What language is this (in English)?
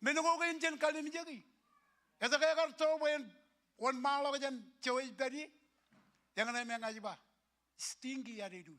Marshallese